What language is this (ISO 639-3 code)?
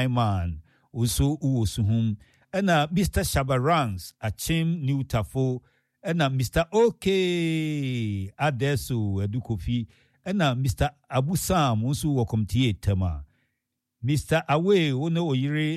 aka